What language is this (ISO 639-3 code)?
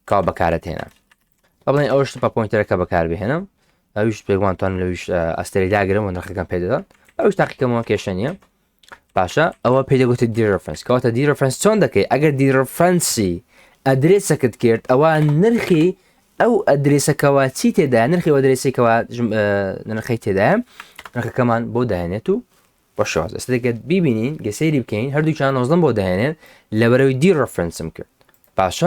ckb